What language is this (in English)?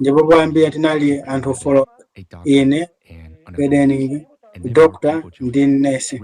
Nyanja